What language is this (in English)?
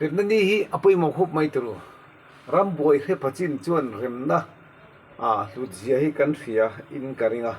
Mizo